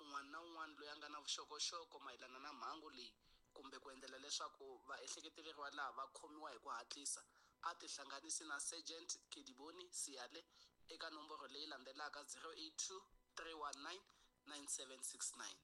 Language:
Tsonga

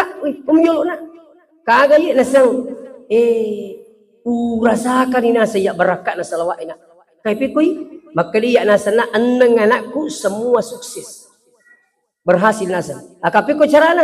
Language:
Buginese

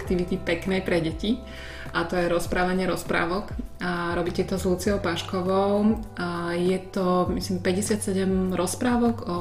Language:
Slovak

